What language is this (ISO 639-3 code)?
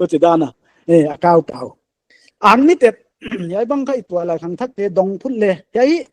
pck